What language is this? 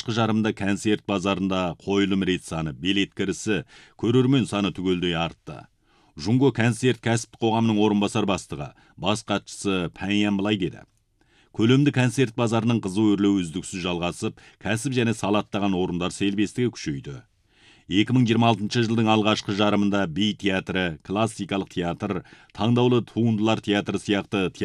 Kazakh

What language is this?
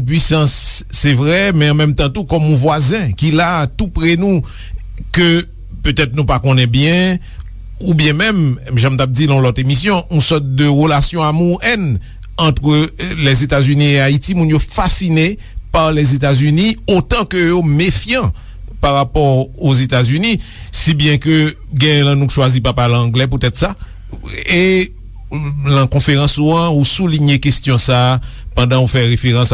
Haitian Creole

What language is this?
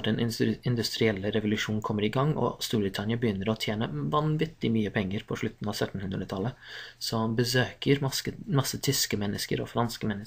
Norwegian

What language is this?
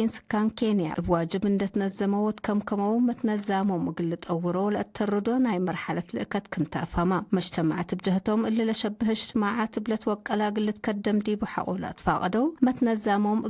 Tigre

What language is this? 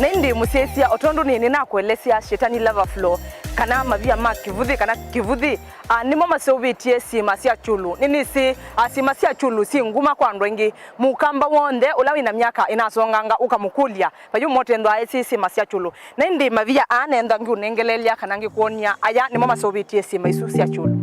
Kamba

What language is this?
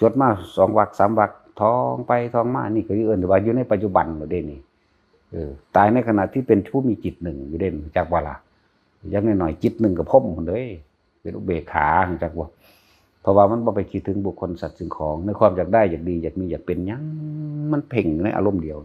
Northeastern Thai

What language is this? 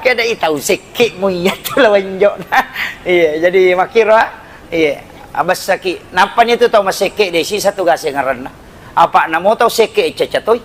Buginese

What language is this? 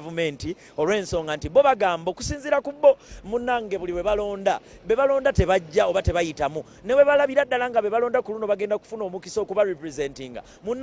Ganda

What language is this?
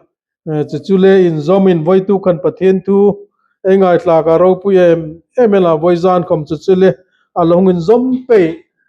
Hmar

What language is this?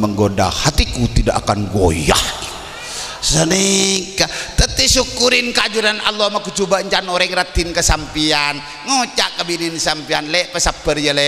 Madurese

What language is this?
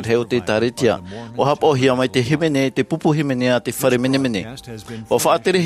Tahitian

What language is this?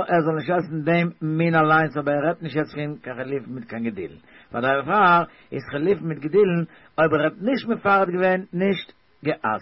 Yiddish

